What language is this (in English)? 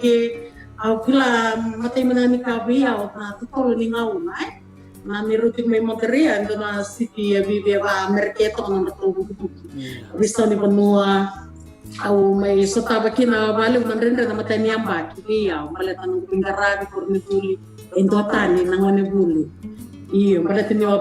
Fijian